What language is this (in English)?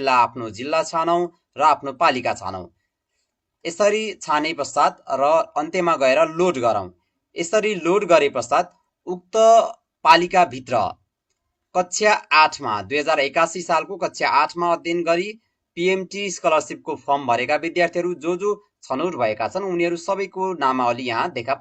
Nepali